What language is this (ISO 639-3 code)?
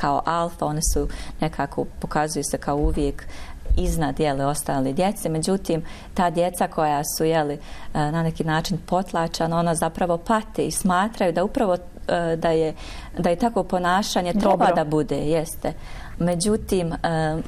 bos